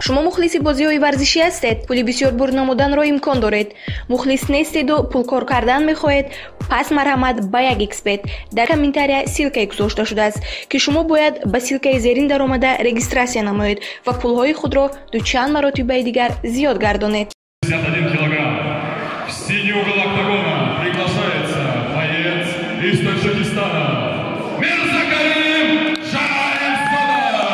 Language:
Tajik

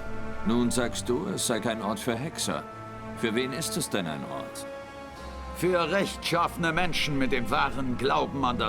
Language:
Swiss German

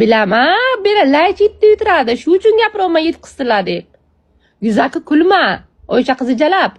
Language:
Uzbek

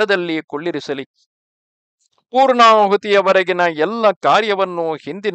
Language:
Kannada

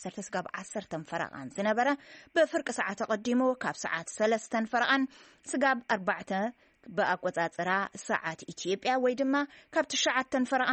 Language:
Tigrinya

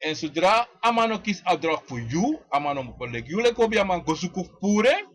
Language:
Sranan Tongo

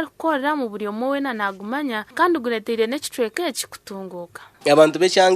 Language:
Nyankole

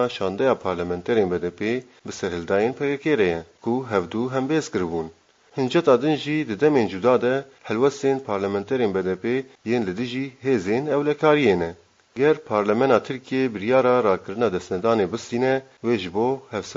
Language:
Kurdish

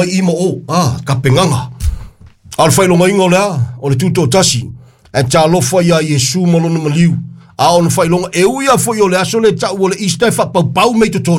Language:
Samoan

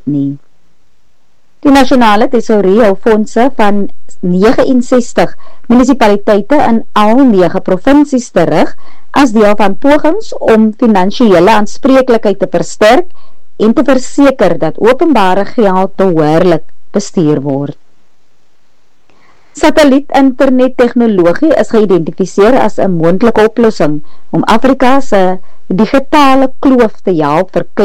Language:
Afrikaans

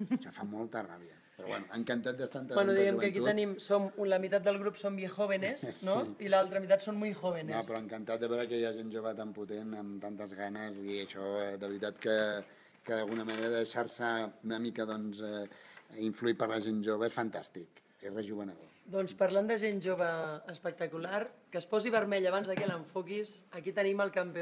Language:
Catalan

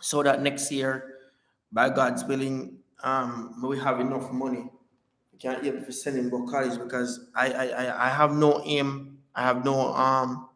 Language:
Jamaican Creole English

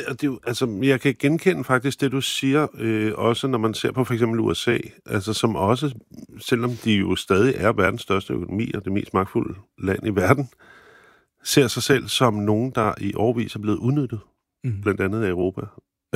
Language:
Danish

